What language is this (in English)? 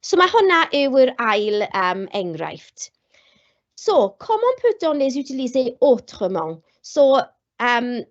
Welsh